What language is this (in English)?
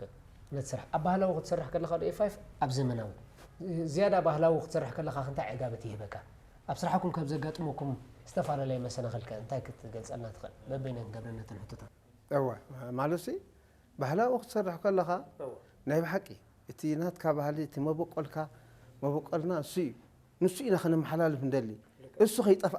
Tigrinya